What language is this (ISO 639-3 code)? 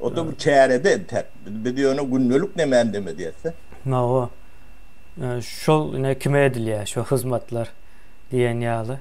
tuk